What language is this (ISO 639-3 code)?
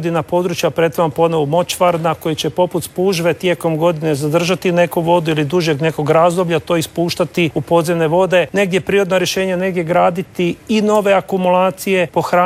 hrv